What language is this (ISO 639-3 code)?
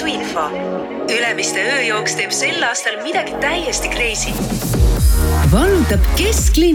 est